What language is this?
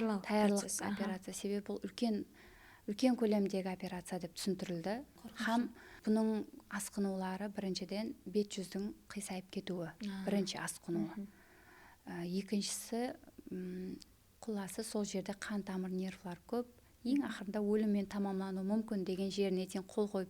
Kara-Kalpak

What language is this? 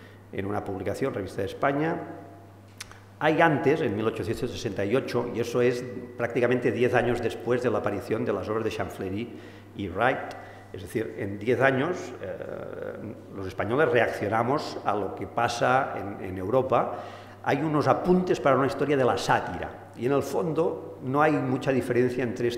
Spanish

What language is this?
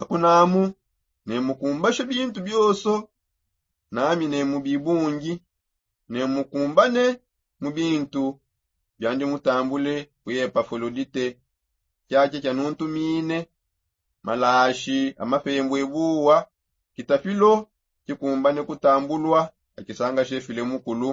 Songe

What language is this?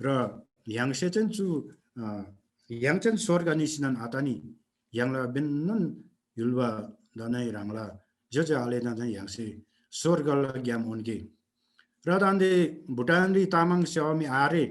Eastern Tamang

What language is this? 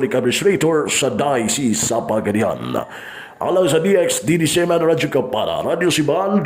Cebuano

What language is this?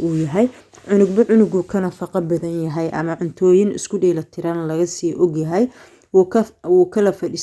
Somali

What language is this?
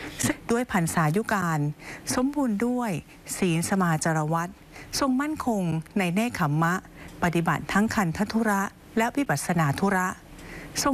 Thai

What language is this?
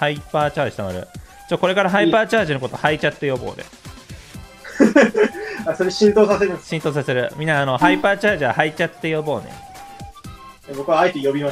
Japanese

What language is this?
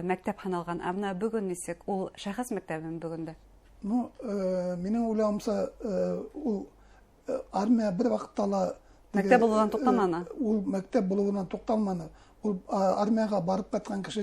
Bashkir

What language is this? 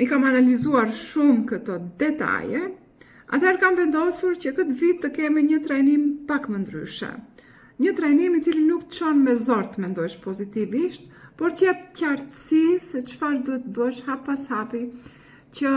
Albanian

